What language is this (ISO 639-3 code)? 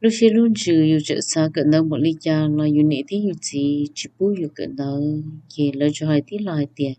hmn